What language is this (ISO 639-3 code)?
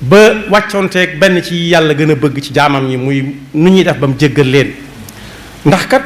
wol